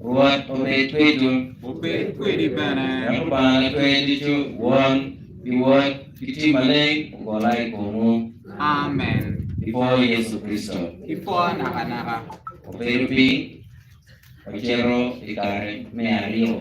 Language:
Acoli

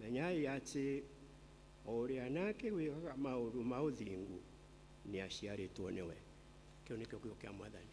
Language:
Kikuyu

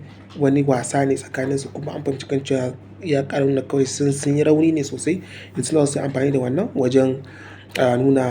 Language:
Hausa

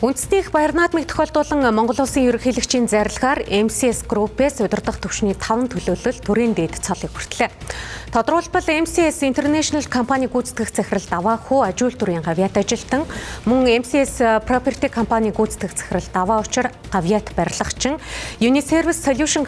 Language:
Mongolian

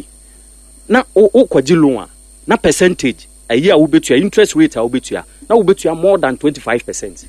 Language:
Akan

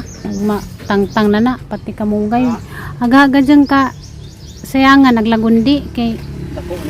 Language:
Cebuano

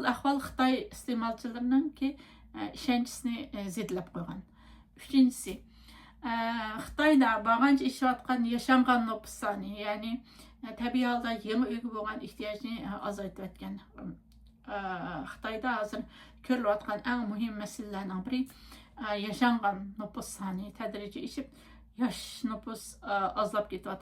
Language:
Uyghur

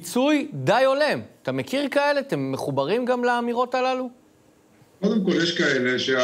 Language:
Hebrew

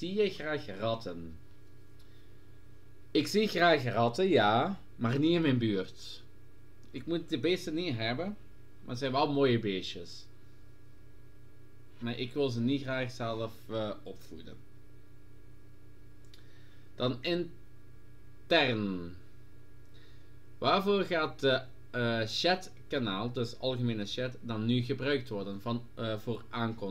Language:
Dutch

